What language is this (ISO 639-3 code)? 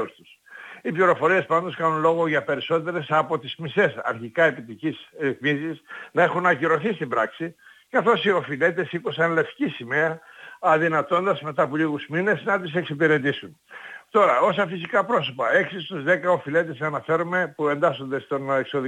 ell